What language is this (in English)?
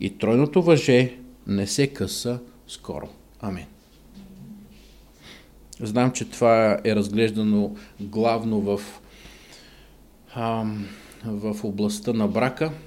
Bulgarian